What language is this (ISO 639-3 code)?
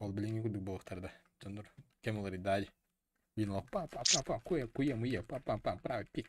sah